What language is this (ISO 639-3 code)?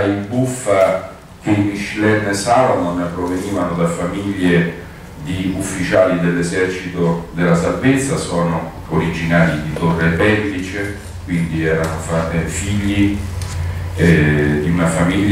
ita